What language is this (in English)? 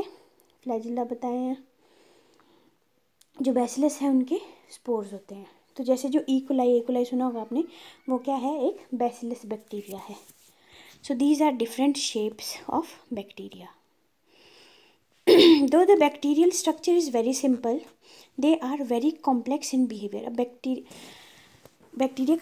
Hindi